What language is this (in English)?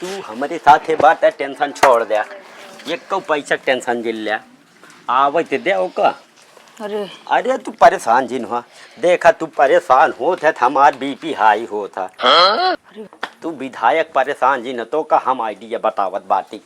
Awadhi